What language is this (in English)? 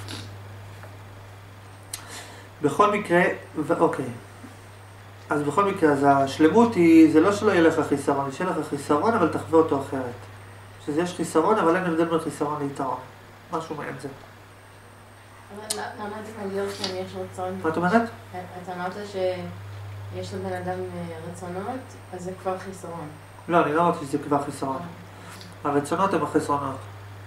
Hebrew